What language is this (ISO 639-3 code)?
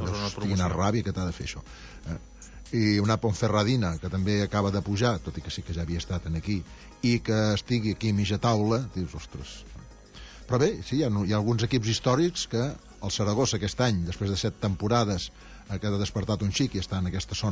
cat